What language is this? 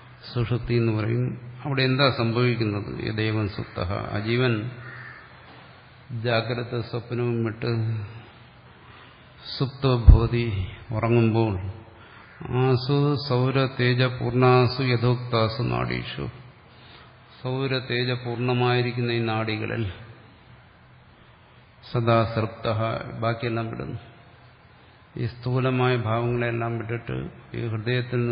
Malayalam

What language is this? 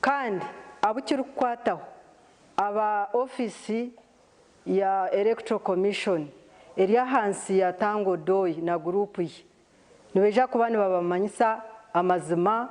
Nyankole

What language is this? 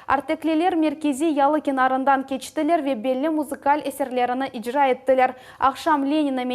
Crimean Tatar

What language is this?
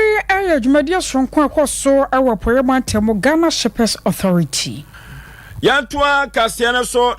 Akan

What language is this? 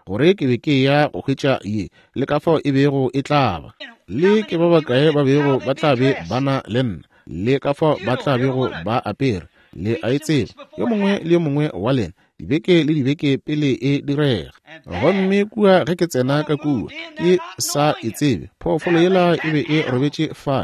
Northern Sotho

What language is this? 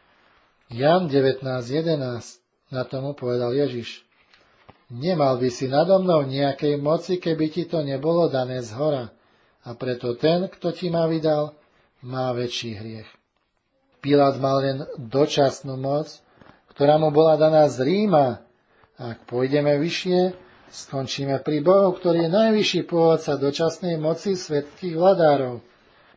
Slovak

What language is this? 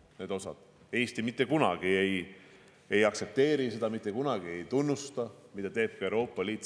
Estonian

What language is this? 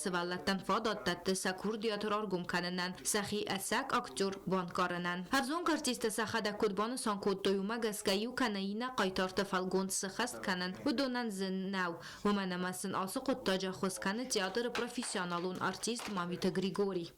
Ossetic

